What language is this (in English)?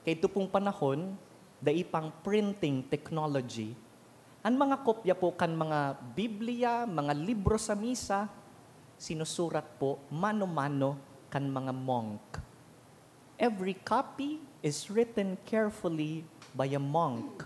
Bikol